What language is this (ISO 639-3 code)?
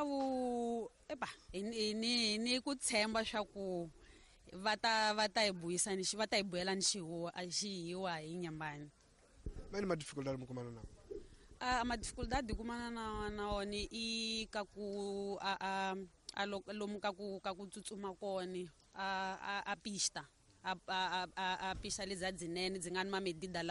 tso